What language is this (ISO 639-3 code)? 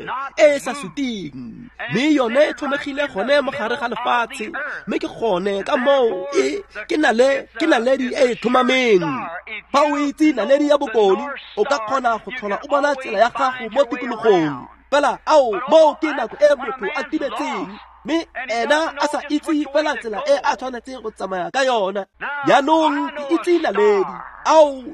tsn